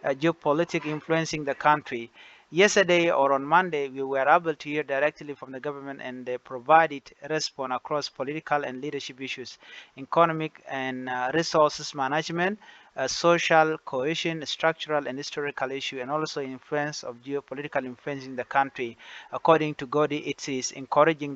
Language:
Nuer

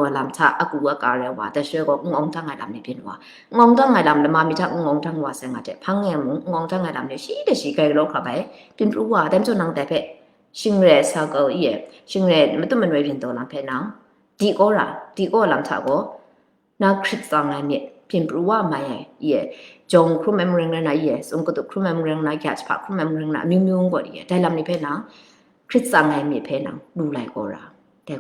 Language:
Kachin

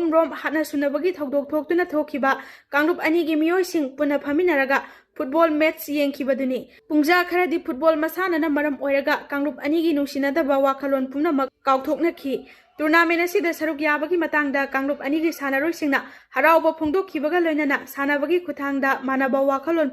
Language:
Manipuri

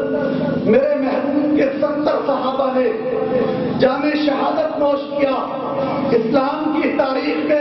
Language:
Urdu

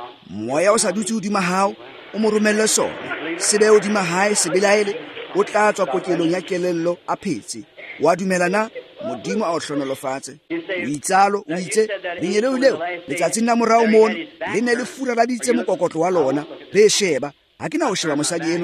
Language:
Tswana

